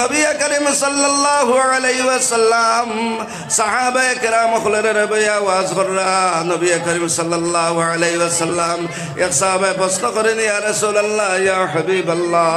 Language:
Sylheti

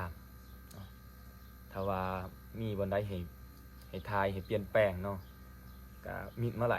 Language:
Lao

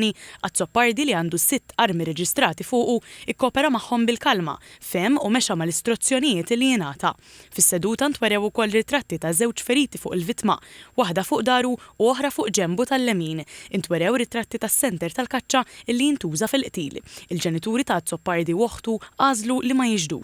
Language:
Maltese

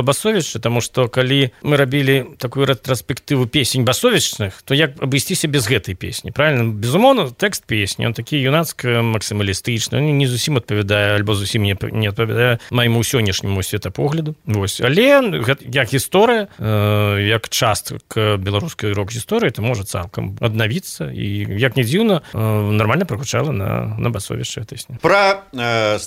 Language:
Belarusian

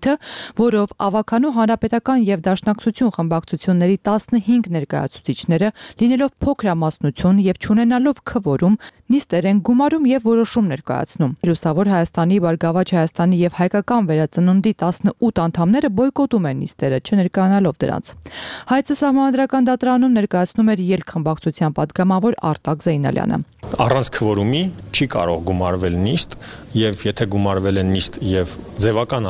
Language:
Armenian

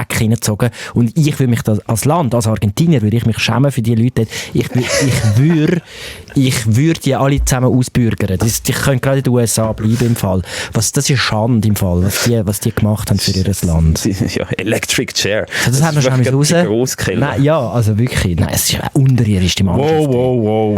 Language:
Swiss German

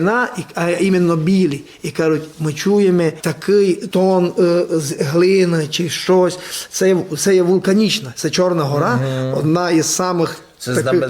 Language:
Rusyn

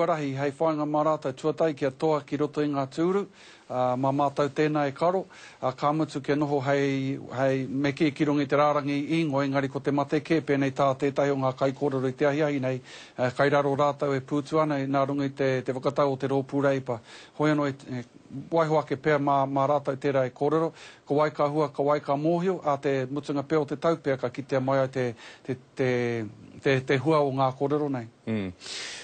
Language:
Māori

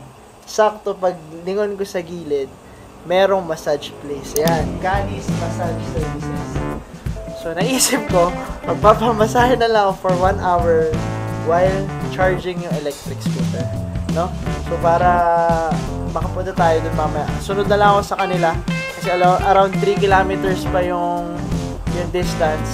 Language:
Filipino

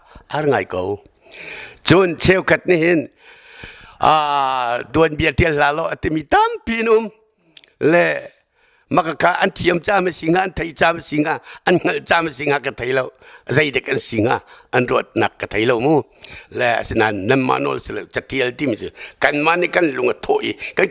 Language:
Hakha Chin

